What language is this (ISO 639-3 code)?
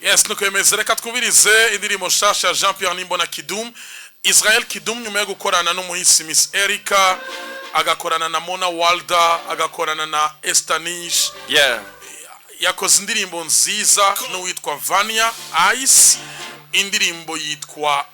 run